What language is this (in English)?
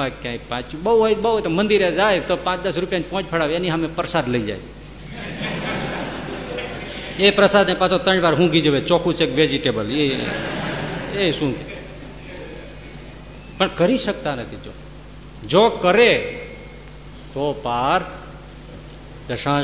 Gujarati